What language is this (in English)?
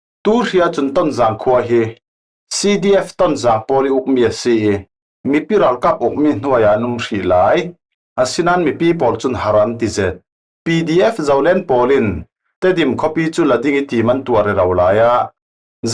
Falam Chin